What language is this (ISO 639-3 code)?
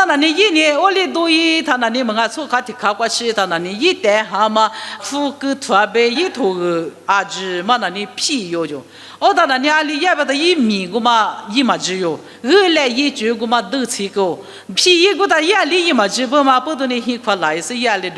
lis